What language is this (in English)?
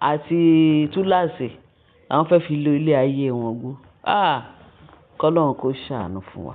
Yoruba